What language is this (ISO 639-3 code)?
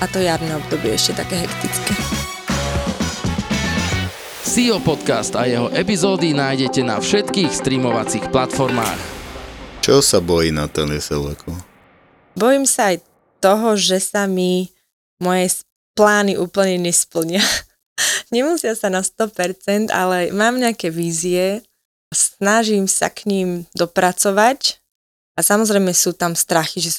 slk